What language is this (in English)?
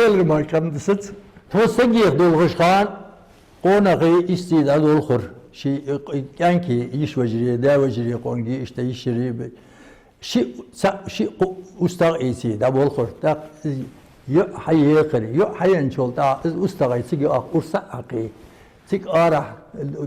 Ingush